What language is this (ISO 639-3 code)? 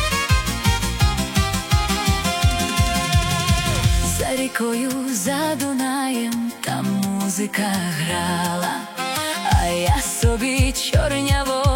ukr